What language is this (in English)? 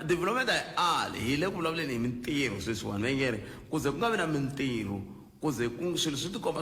Tsonga